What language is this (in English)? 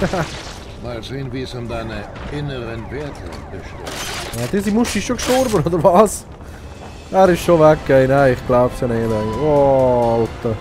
Swiss German